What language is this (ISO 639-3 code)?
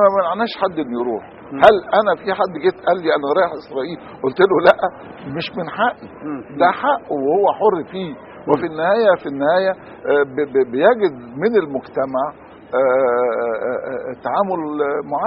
arz